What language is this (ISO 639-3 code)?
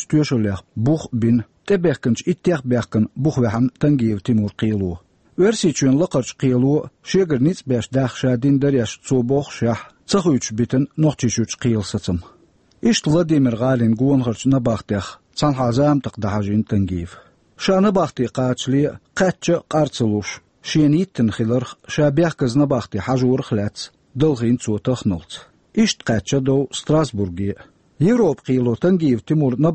che